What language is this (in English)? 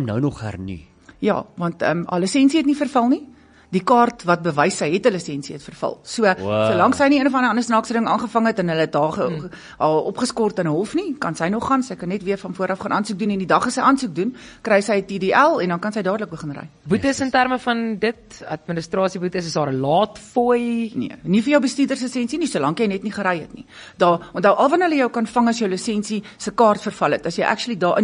Afrikaans